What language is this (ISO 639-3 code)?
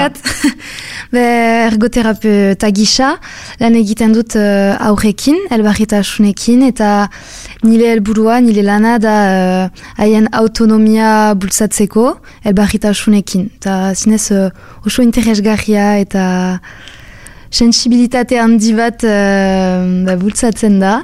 eus